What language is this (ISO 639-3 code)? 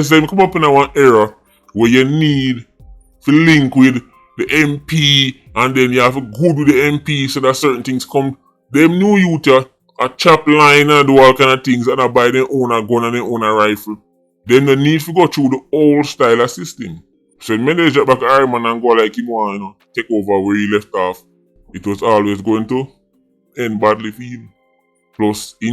jam